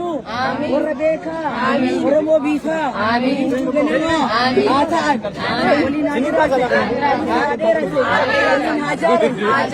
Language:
Oromo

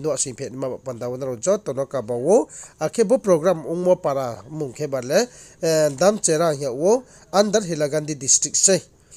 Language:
Riang (India)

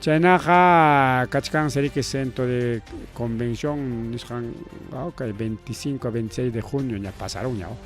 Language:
Ayacucho Quechua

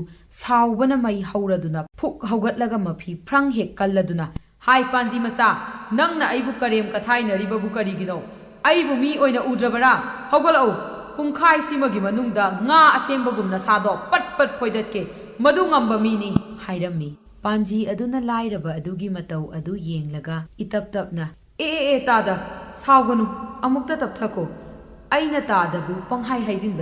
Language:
Manipuri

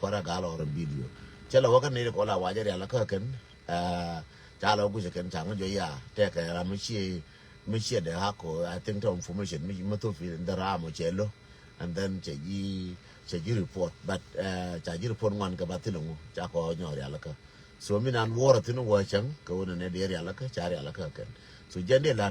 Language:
Nuer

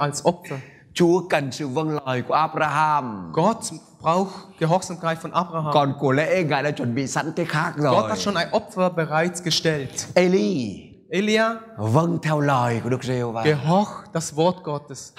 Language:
Vietnamese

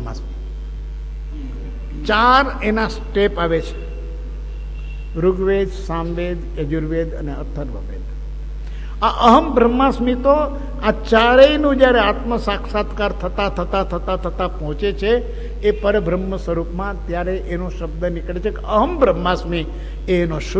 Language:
Gujarati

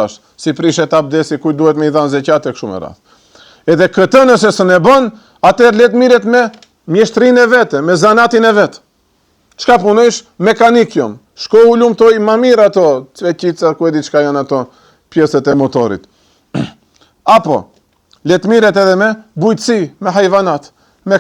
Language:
Albanian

